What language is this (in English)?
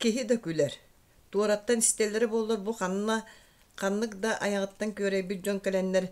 Yakut